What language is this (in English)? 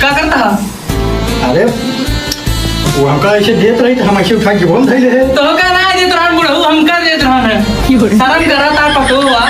Awadhi